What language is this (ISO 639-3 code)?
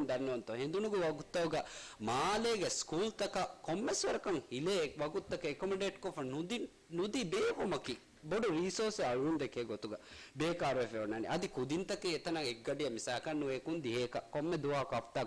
div